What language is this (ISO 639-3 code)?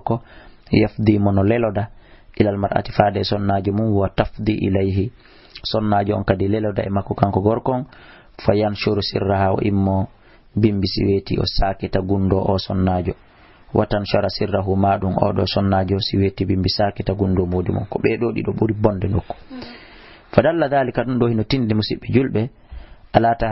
ful